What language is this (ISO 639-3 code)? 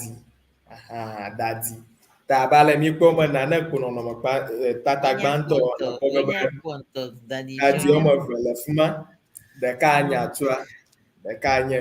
ewe